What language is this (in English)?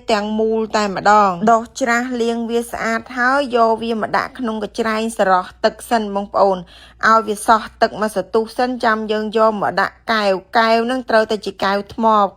Khmer